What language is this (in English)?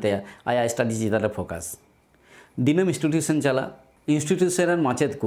Santali